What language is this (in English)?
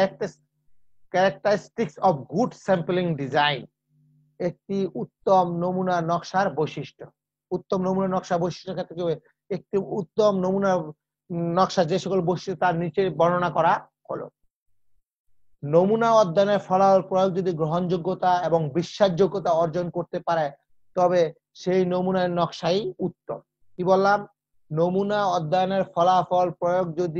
Bangla